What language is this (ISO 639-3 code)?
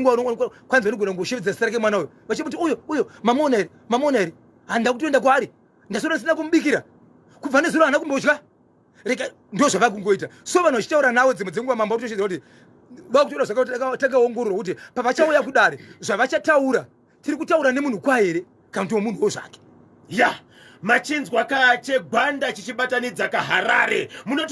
sna